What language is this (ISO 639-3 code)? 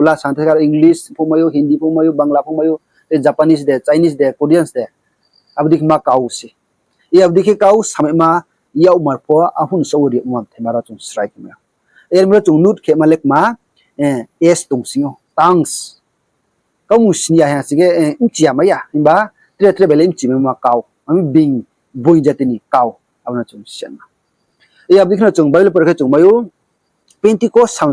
ria